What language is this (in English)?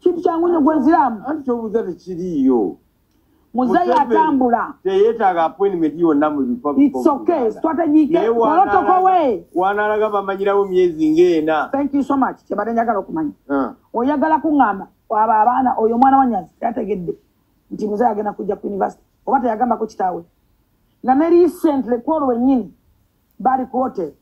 Ganda